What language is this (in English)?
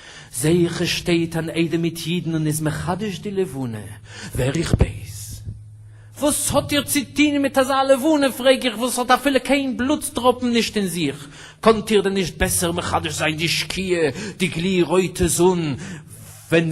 Yiddish